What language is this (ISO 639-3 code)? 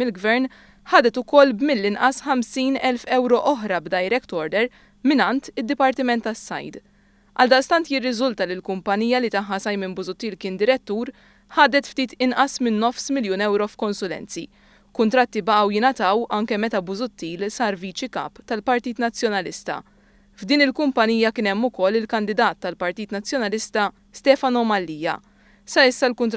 mlt